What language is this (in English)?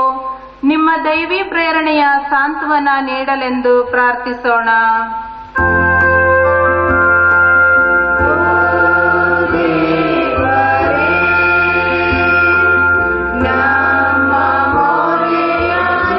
Kannada